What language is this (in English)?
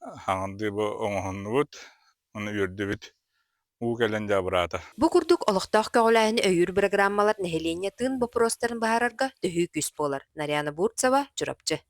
Yakut